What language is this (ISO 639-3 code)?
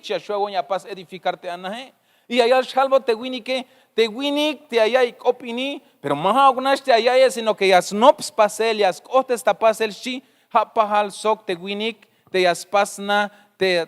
tzh